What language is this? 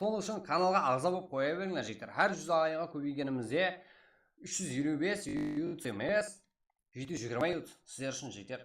Kara-Kalpak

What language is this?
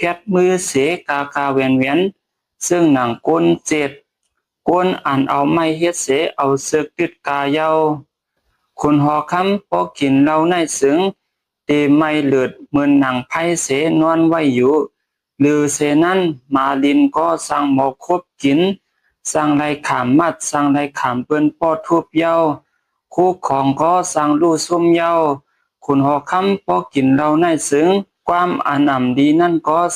Shan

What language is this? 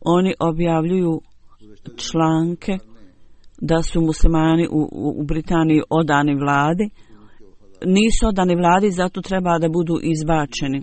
Bosnian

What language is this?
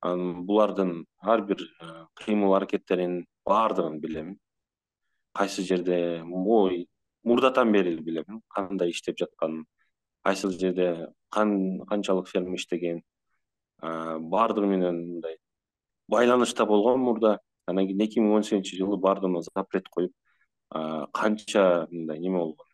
Kyrgyz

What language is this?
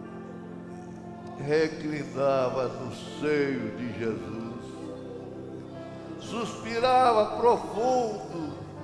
Portuguese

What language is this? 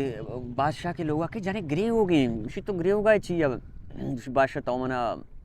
Baluchi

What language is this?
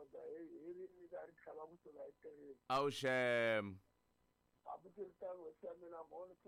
Tsonga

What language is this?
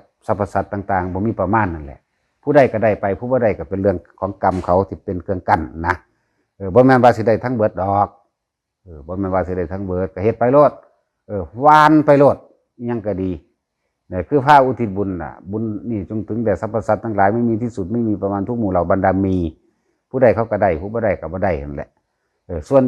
Northeastern Thai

